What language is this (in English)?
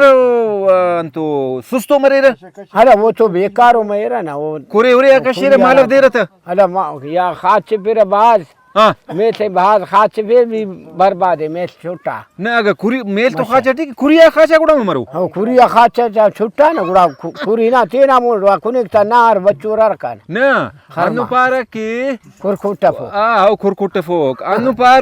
Brahui